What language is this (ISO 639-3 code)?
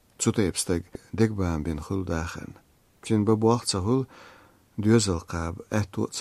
che